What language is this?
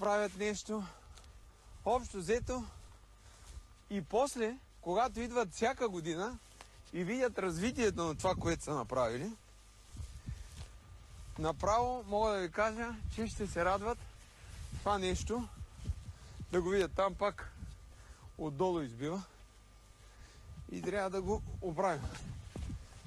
Bulgarian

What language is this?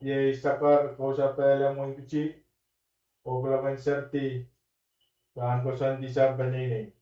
Pohnpeian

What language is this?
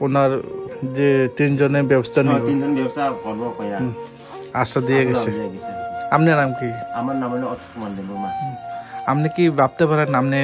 Kok Borok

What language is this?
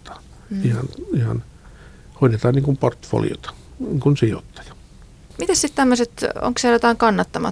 Finnish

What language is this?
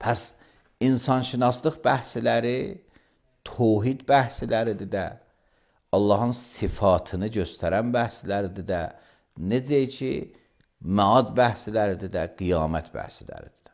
Azerbaijani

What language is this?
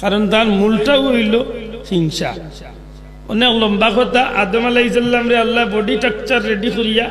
Sylheti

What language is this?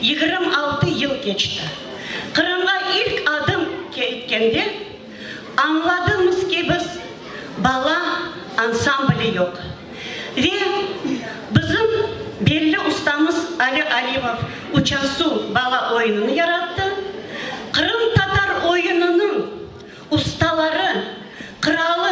Crimean Tatar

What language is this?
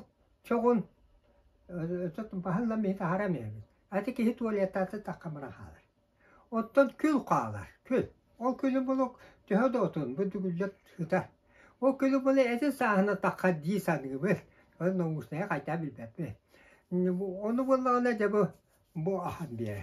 Yakut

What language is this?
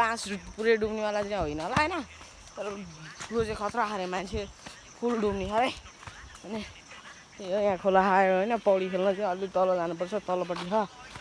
Nepali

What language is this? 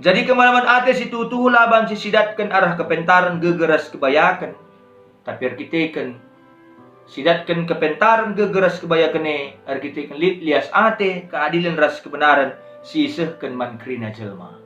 Batak Karo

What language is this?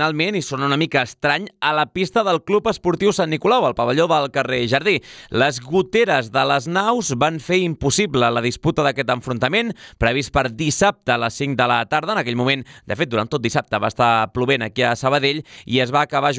Catalan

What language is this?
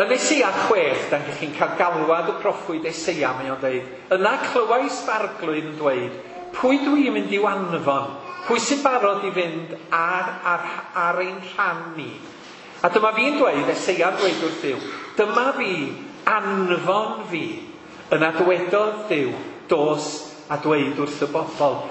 Welsh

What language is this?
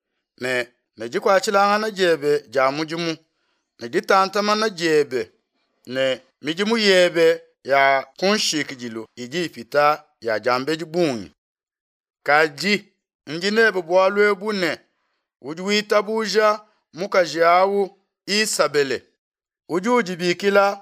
Luba-Lulua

